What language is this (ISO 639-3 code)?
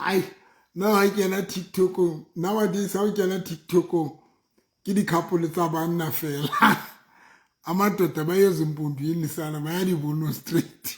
sot